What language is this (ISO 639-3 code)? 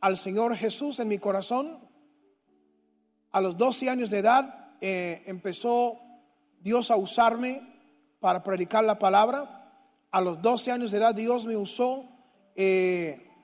spa